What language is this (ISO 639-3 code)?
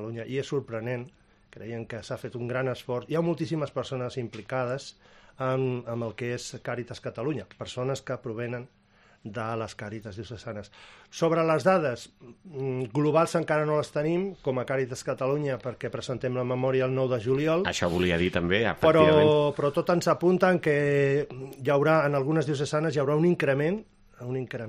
cat